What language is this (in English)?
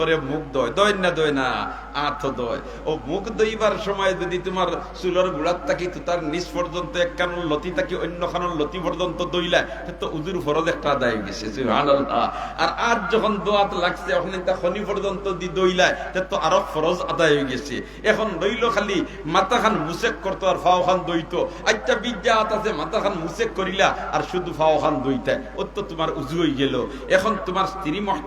Sylheti